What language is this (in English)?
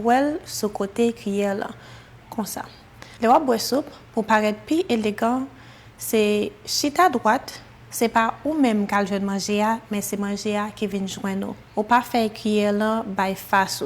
Haitian Creole